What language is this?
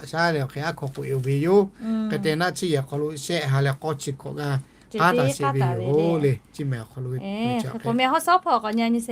Lahu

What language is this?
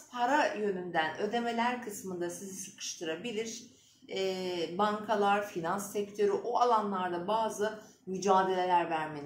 Turkish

